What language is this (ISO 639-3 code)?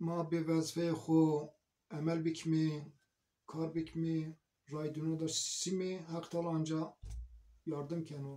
zza